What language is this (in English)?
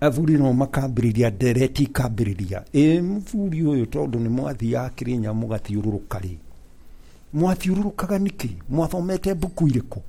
Kikuyu